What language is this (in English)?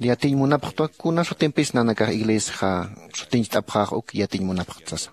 Aymara